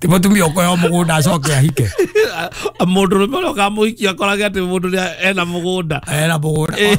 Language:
Kikuyu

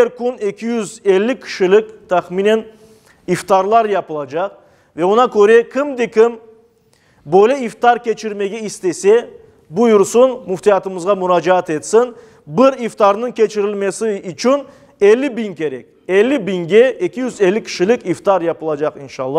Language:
Crimean Tatar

